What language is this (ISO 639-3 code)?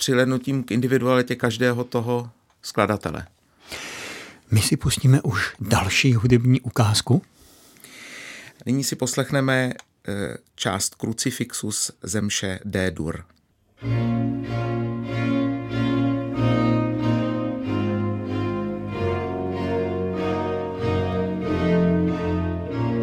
ces